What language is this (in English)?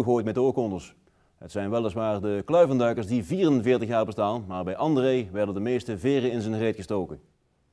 Dutch